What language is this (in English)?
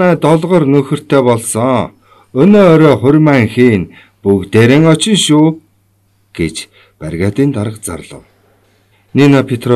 Mongolian